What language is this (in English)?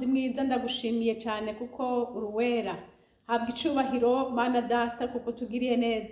Rundi